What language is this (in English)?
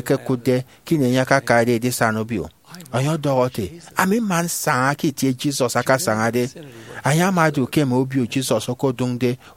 Efik